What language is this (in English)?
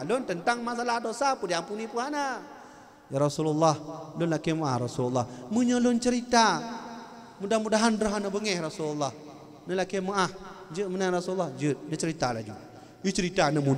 Achinese